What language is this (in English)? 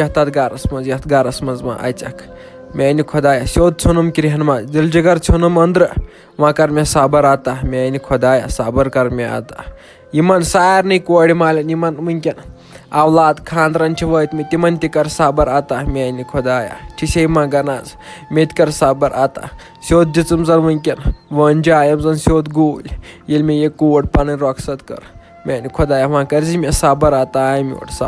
Kashmiri